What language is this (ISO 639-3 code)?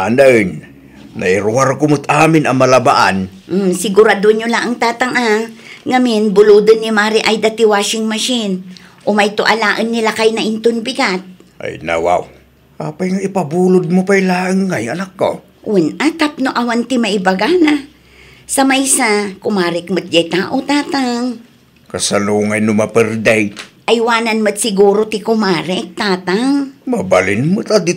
ilo